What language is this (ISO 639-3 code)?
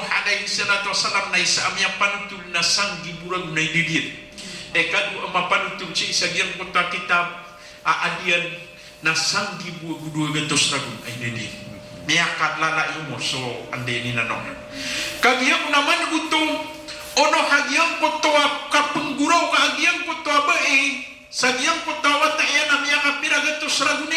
mrw